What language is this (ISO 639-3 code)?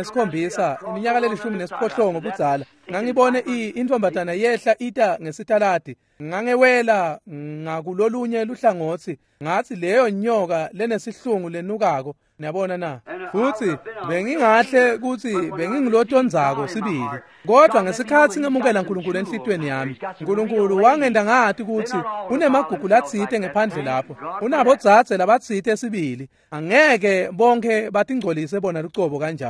ssw